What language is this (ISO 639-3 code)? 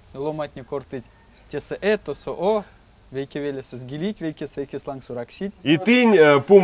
myv